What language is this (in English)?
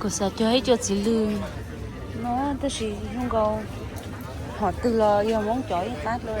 Hmong